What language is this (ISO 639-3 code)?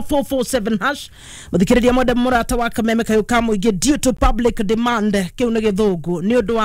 kik